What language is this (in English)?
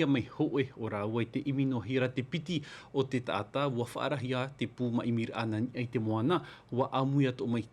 Tahitian